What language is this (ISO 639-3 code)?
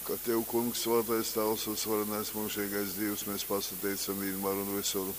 ltg